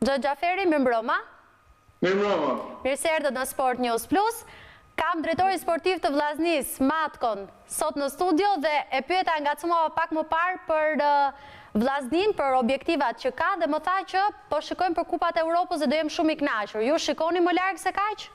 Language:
Albanian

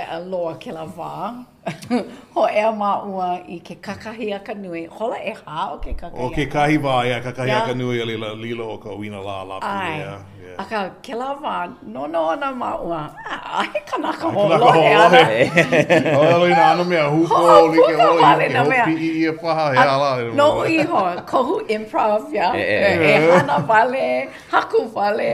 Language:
Hawaiian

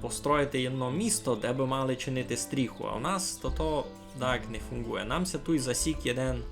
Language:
Rusyn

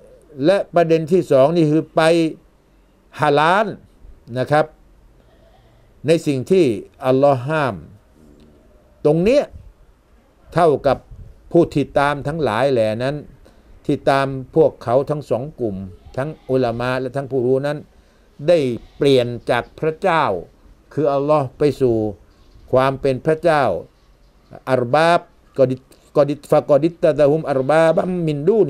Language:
Thai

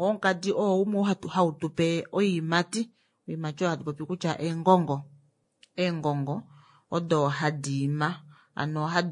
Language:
Kuanyama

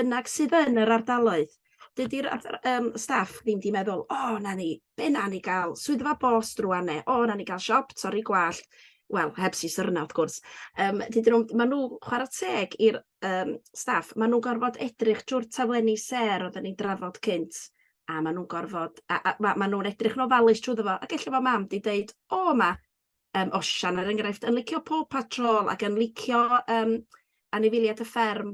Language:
Welsh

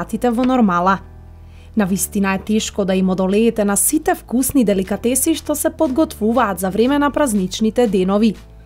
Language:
Macedonian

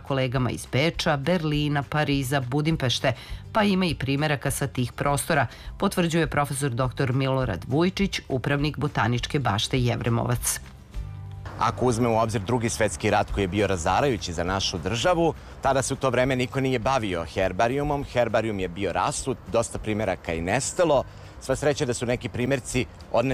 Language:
Serbian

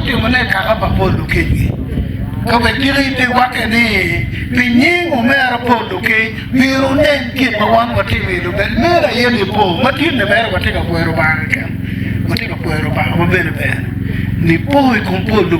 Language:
Acoli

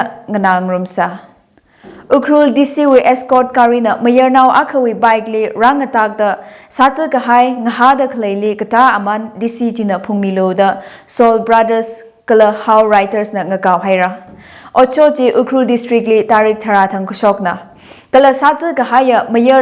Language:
Tangkhul Naga (India)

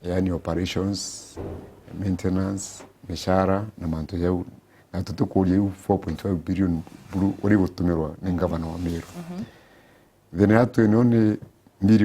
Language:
Meru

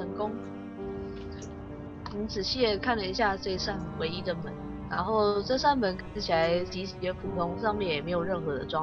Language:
Chinese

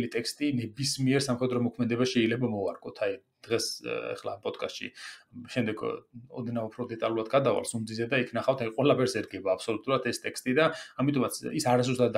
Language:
Georgian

